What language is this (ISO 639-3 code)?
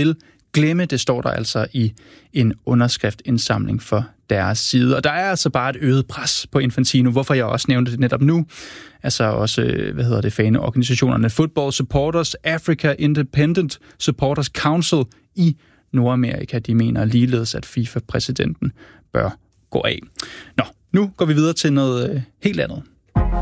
dan